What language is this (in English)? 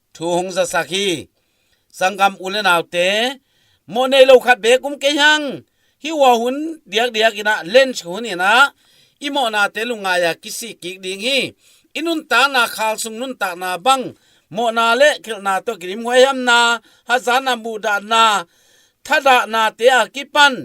Tedim Chin